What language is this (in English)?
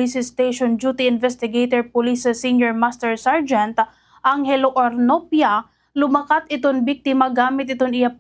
Waray